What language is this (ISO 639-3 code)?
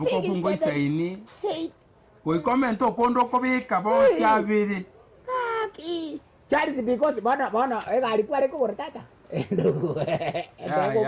guz